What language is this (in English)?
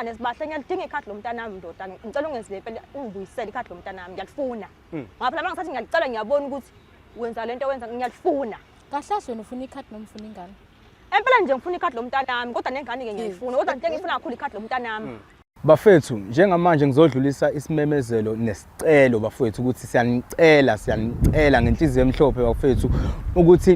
Zulu